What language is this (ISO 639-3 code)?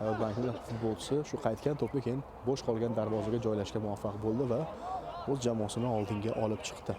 uzb